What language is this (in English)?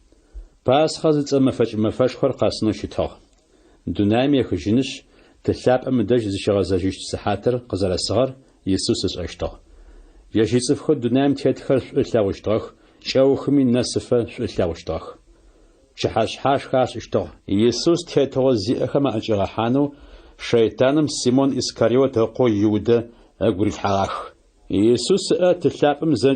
Adyghe